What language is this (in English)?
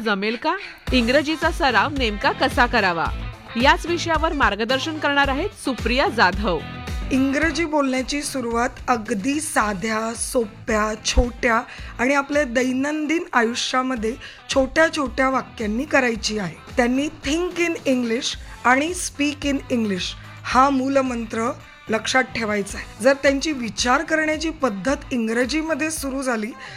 Marathi